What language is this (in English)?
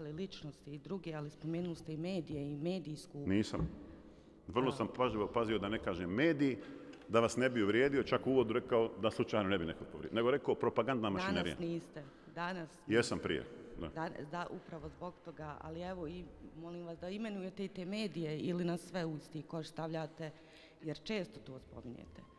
Bosnian